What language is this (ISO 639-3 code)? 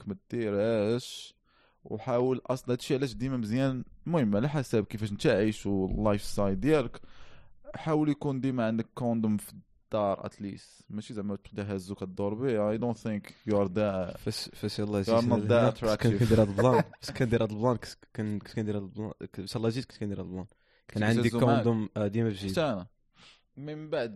ary